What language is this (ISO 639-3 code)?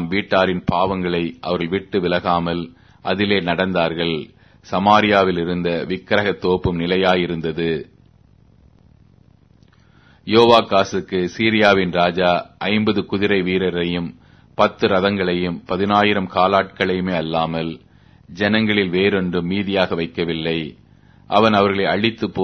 tam